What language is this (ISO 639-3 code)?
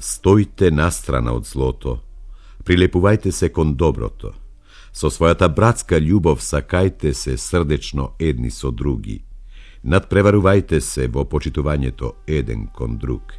mkd